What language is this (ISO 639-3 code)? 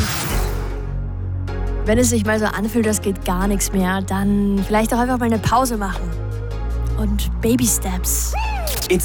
deu